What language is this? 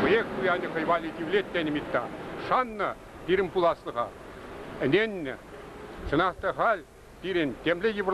Chuvash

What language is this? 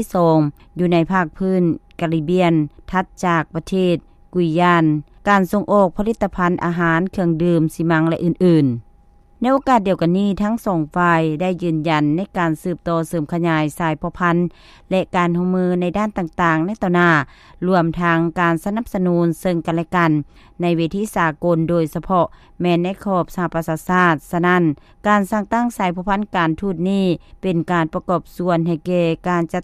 Lao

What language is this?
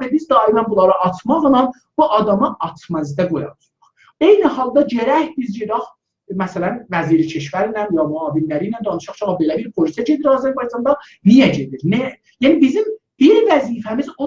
South Azerbaijani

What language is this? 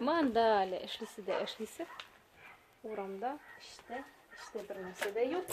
Tatar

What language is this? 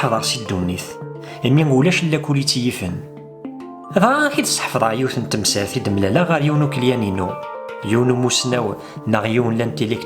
Kabyle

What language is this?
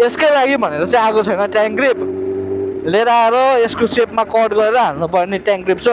Nepali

